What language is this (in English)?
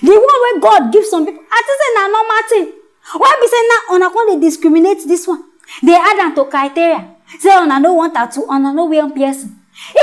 Nigerian Pidgin